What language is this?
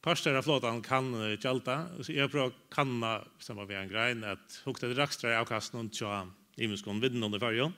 Faroese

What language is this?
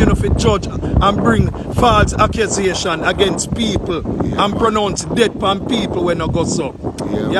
Jamaican Creole English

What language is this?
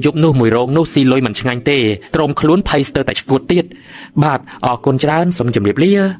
Khmer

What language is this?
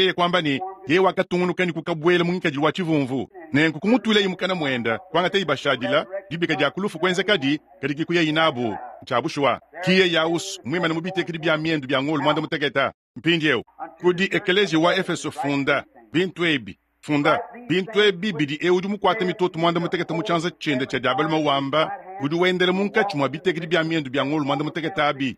Luba-Lulua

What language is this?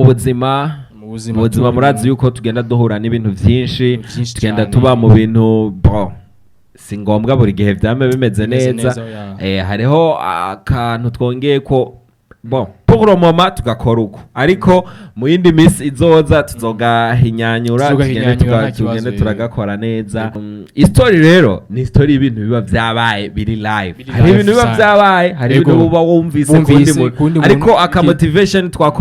Rundi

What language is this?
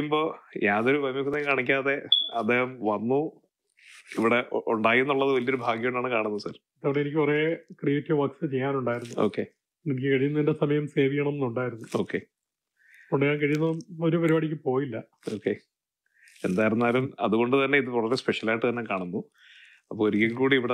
Malayalam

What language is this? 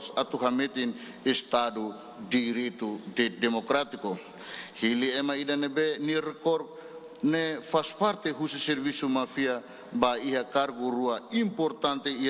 Tetum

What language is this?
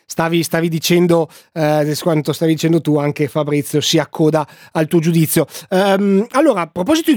Italian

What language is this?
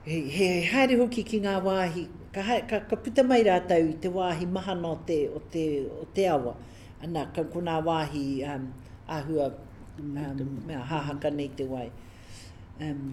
Māori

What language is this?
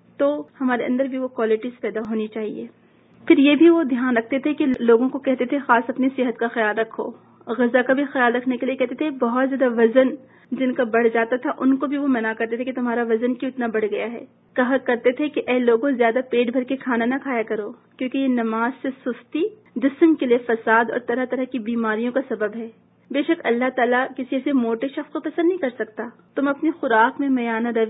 Urdu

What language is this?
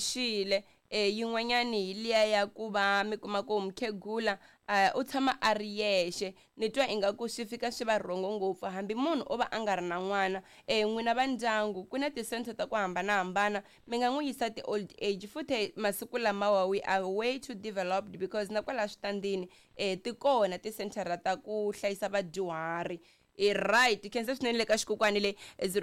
Tsonga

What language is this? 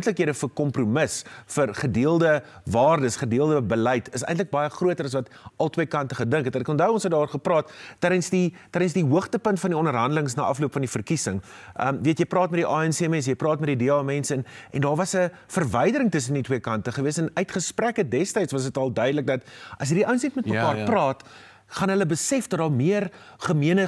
Afrikaans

